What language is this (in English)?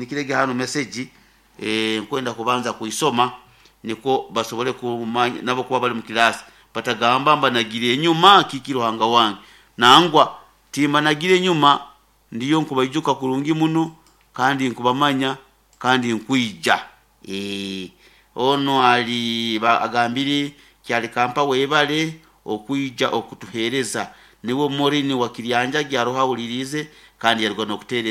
Nyoro